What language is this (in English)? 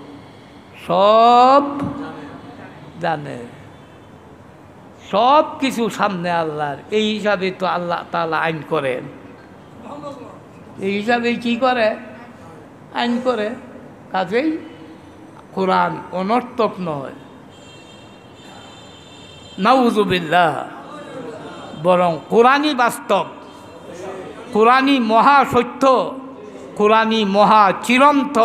Bangla